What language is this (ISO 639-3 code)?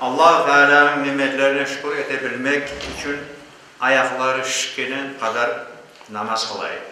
crh